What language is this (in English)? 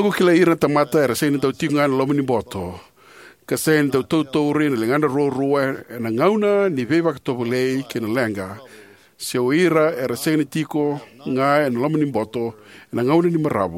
Fijian